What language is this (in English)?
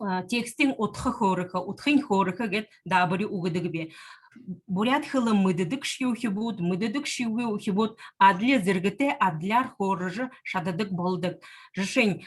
Buriat